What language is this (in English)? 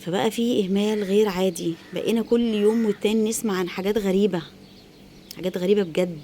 Egyptian Arabic